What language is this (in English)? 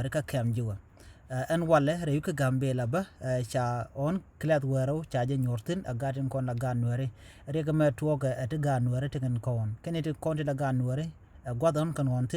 Nuer